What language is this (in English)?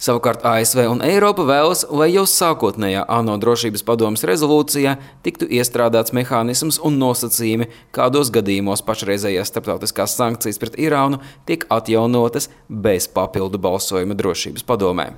Latvian